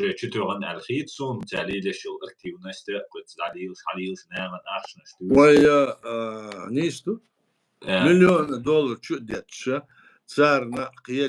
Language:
Chechen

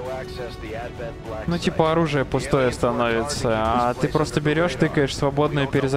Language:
Russian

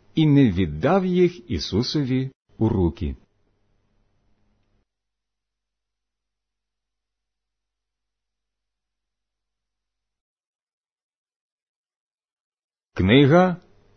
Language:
Ukrainian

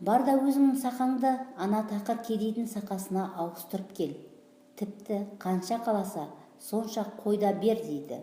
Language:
Kazakh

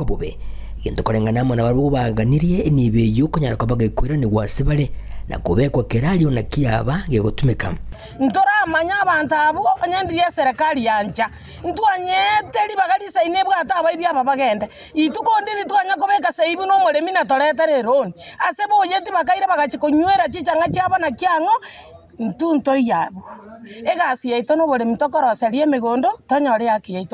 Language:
Gusii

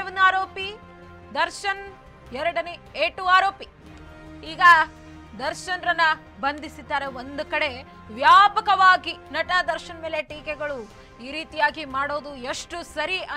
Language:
Kannada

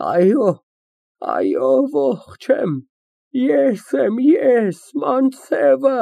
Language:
Armenian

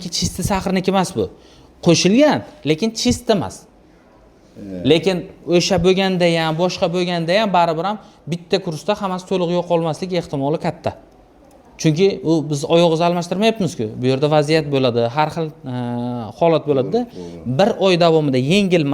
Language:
Uzbek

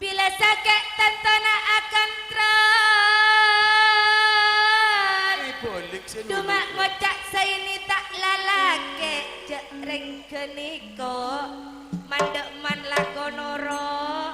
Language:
Madurese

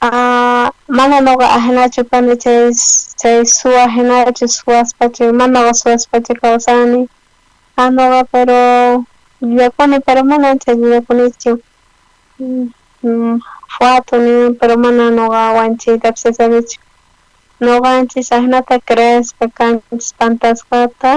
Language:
South Bolivian Quechua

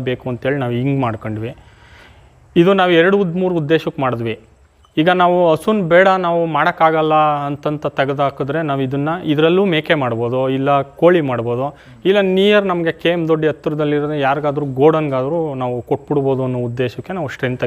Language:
Kannada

